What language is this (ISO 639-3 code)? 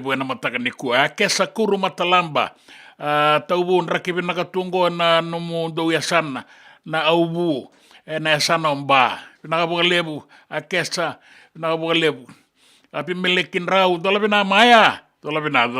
fij